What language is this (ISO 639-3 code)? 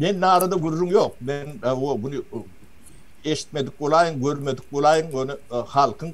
tuk